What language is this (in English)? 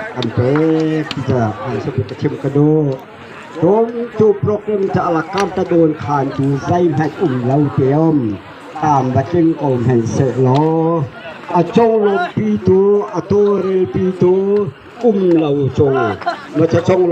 Hakha Chin